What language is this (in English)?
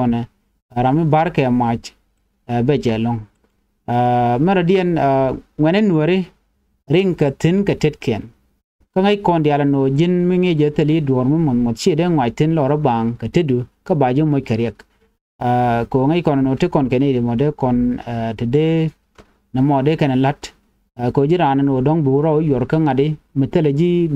Nuer